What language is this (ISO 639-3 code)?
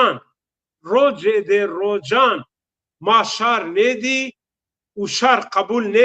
zza